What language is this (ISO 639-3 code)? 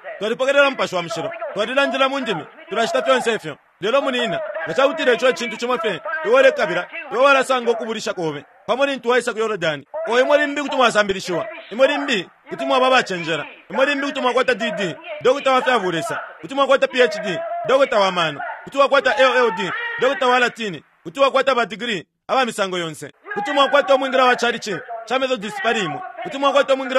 bem